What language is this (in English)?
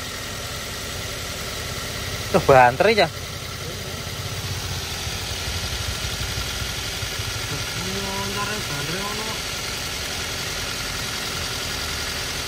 Indonesian